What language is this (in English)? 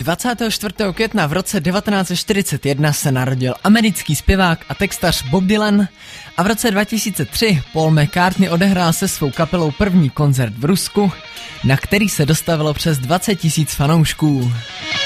Czech